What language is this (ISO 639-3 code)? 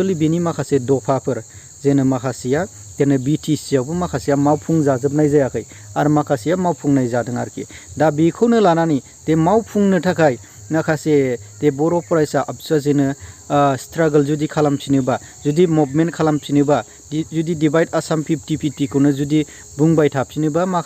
brx